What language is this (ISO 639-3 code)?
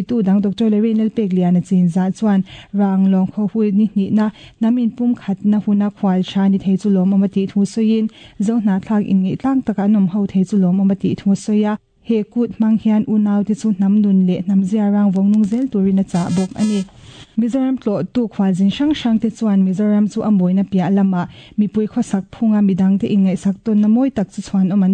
lus